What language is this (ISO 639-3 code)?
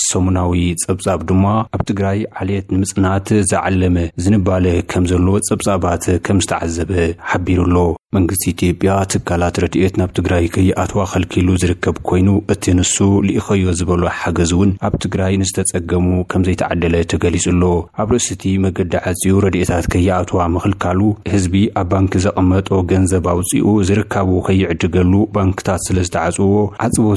tir